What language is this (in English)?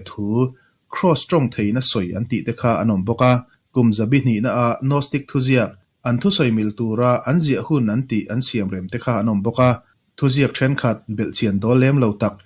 Mizo